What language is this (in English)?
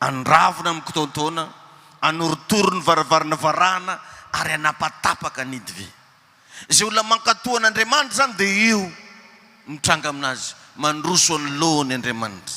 Malagasy